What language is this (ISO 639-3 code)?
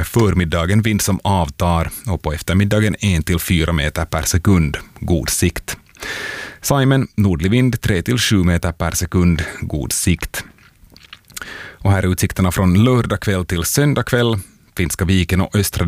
swe